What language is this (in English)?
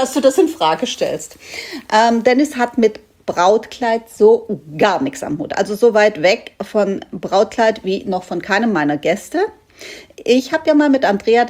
German